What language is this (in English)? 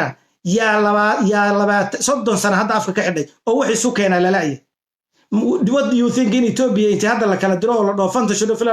Somali